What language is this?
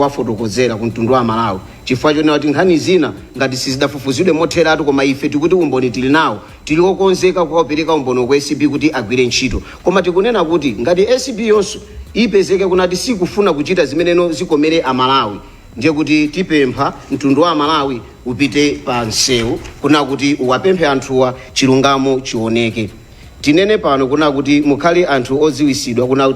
Nyanja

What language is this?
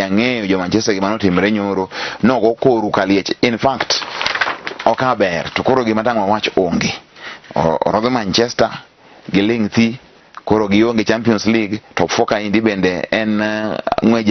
Luo (Kenya and Tanzania)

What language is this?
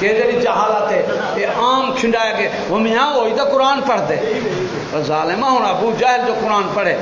Saraiki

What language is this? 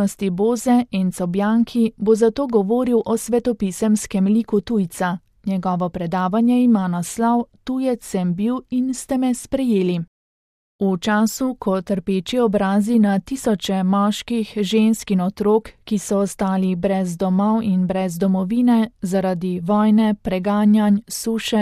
Slovenian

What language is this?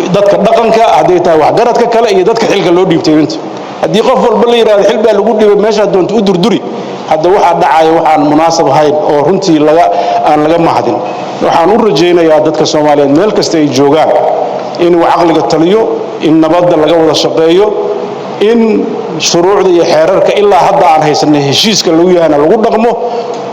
Somali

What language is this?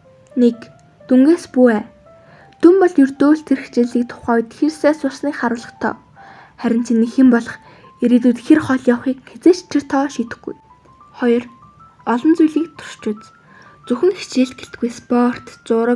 Mongolian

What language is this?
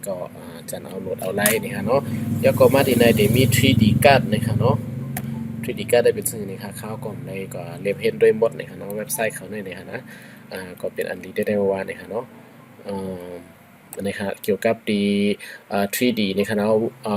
Shan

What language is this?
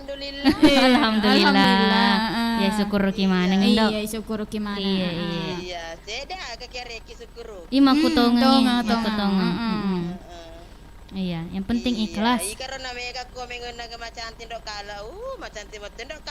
Buginese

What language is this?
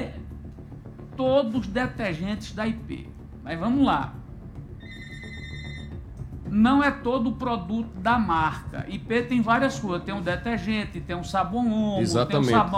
Portuguese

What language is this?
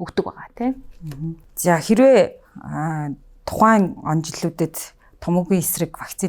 Mongolian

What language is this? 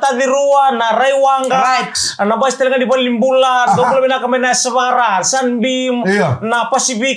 Fijian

